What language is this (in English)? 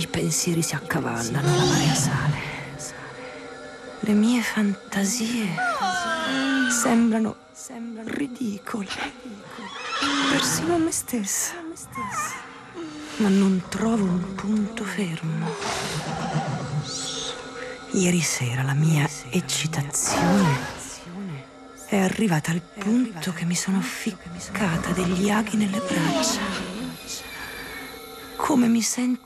Italian